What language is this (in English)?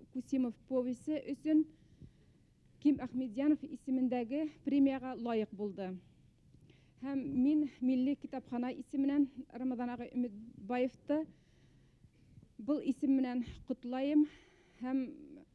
Bashkir